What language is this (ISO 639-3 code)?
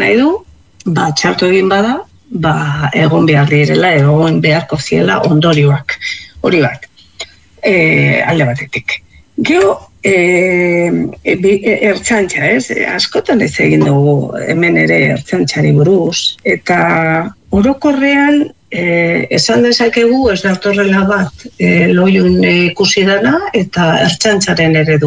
eus